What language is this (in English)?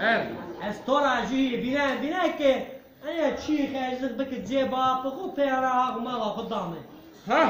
Zaza